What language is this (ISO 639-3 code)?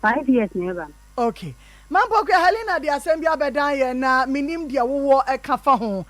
aka